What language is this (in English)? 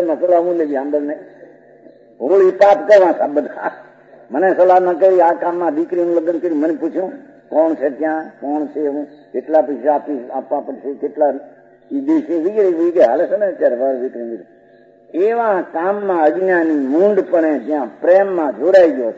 Gujarati